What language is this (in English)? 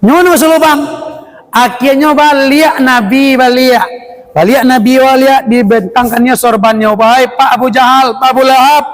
Minangkabau